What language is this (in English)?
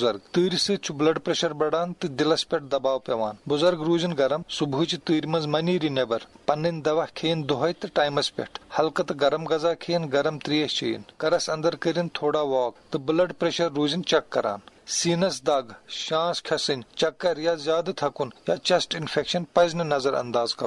Kashmiri